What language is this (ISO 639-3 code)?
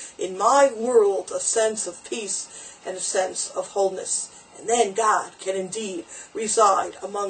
eng